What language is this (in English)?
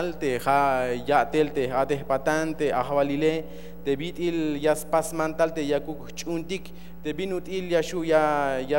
Tzeltal